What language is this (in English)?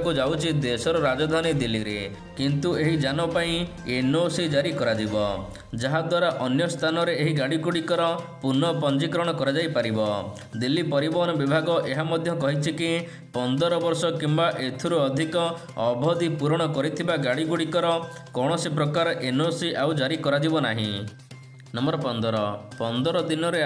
Odia